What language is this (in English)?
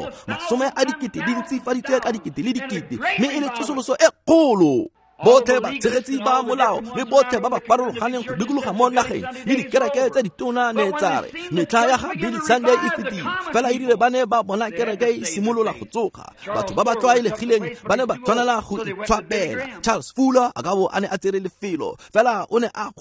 Tswana